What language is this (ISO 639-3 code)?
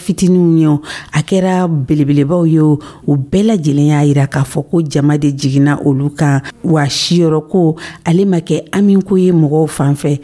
dyu